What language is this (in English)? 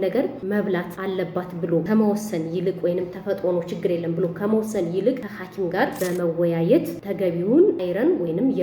Amharic